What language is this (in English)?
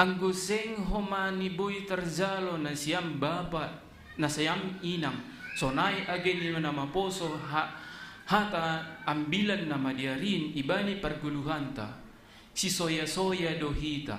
Batak Simalungun